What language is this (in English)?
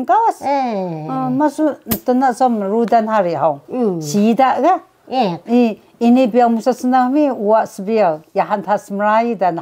Taroko